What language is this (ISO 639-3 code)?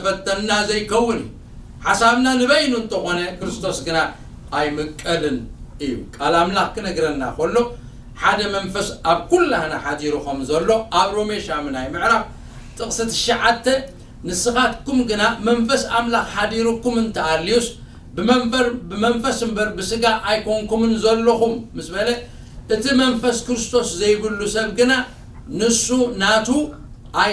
tir